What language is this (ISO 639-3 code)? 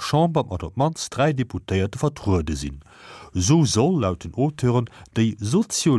ltz